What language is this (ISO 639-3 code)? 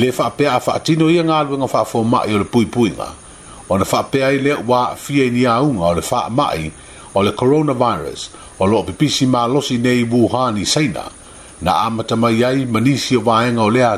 smo